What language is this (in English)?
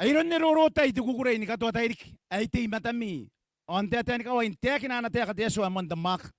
Gilbertese